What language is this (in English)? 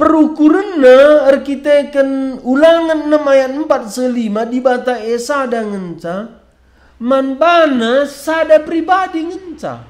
Batak Karo